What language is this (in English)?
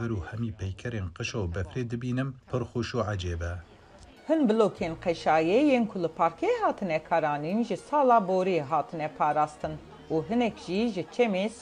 Kurdish